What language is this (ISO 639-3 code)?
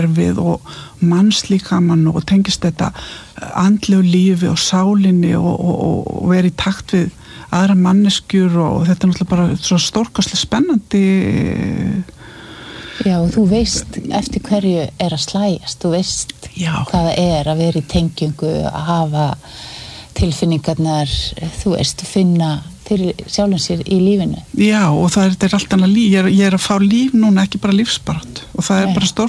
isl